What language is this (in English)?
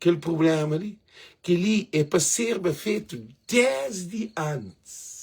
Kabuverdianu